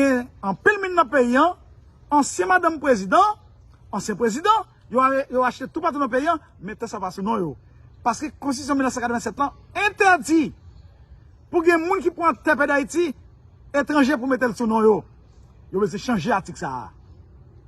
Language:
Haitian Creole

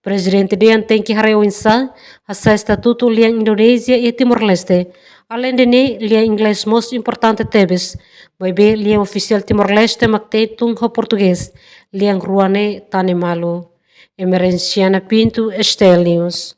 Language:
Tetum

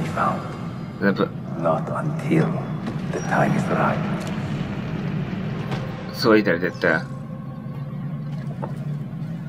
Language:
Hungarian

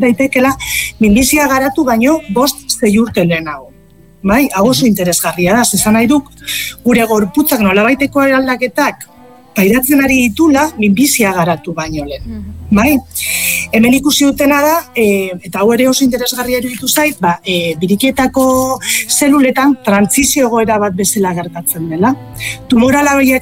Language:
Basque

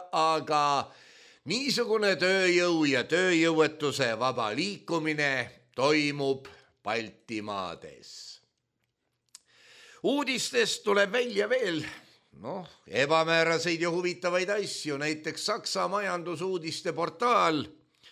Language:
Estonian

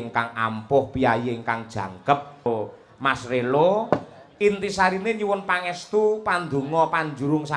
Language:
Javanese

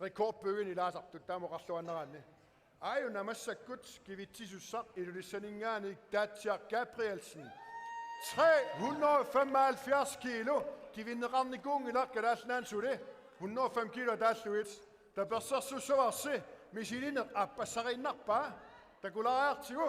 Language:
Kalaallisut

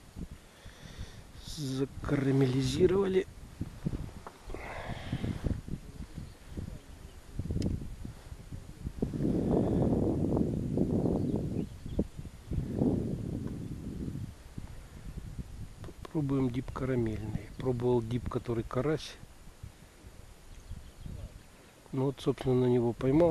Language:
Russian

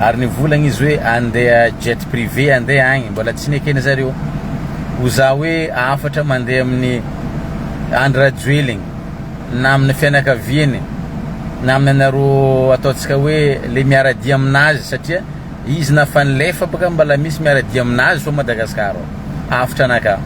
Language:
Malagasy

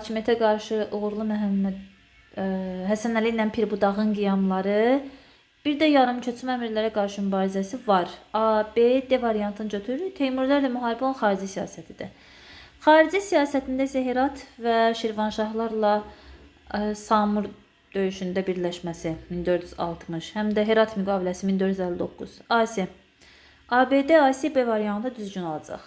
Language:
Azerbaijani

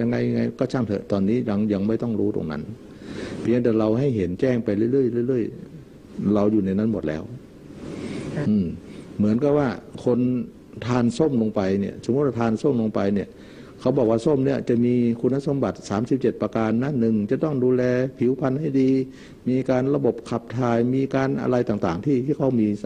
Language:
Thai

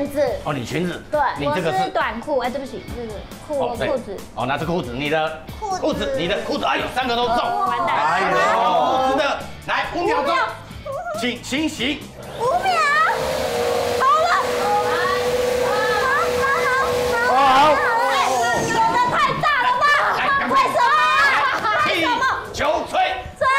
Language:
Chinese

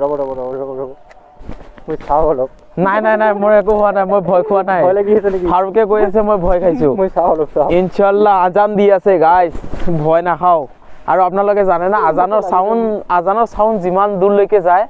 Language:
Assamese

